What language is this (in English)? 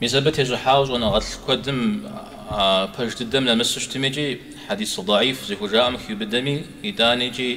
Kabardian